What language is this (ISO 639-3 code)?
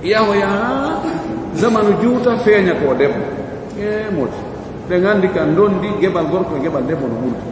fuf